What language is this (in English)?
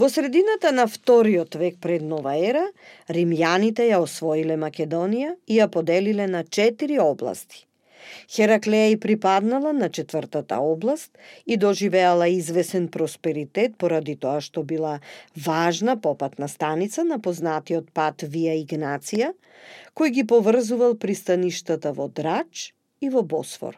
Macedonian